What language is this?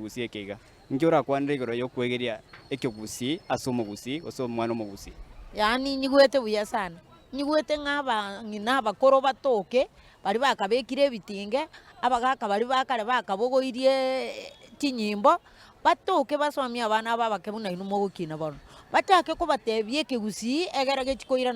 Gusii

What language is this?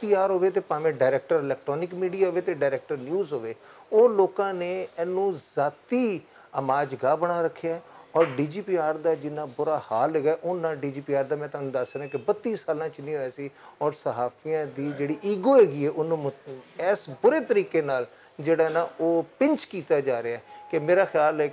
Western Panjabi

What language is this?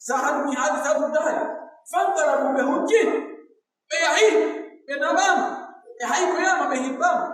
Pular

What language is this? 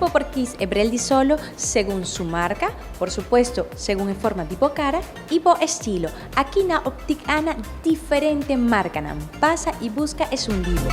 Papiamento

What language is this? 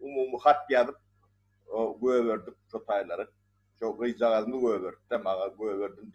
Turkmen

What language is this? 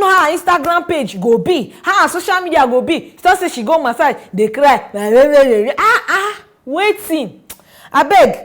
Nigerian Pidgin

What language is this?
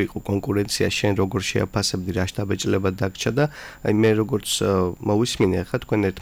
Georgian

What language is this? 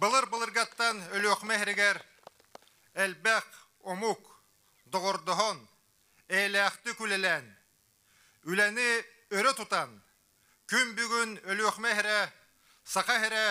Yakut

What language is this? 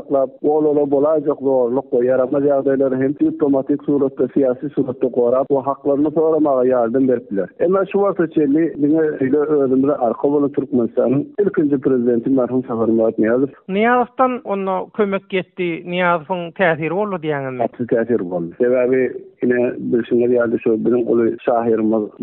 Turkmen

